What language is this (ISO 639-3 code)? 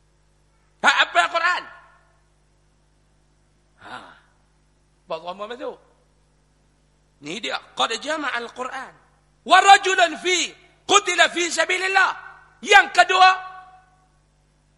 msa